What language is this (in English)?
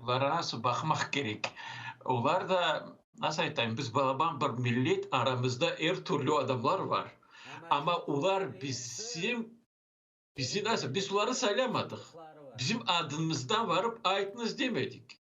Crimean Tatar